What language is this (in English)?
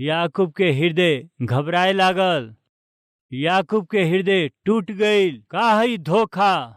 Bhojpuri